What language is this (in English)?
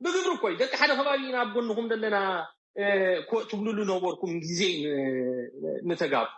Tigrinya